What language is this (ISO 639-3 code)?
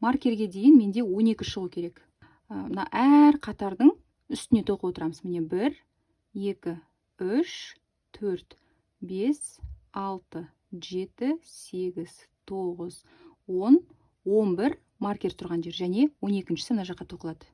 kaz